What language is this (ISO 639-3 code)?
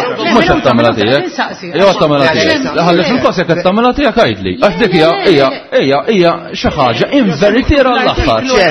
mlt